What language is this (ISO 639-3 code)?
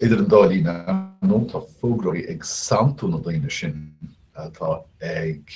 gle